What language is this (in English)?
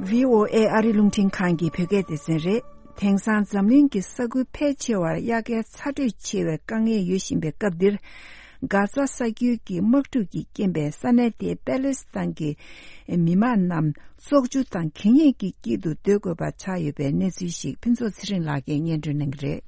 Tibetan